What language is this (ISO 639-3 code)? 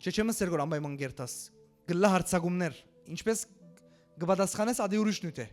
hyw